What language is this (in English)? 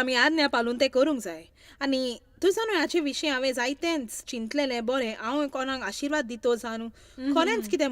Konkani